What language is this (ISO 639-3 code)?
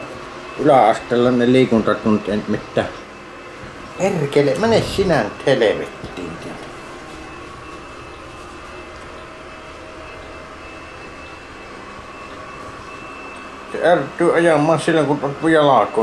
fin